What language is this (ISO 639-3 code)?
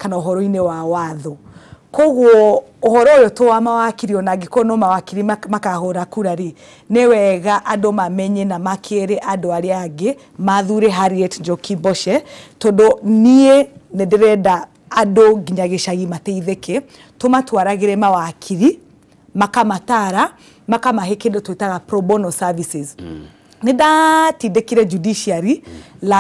kik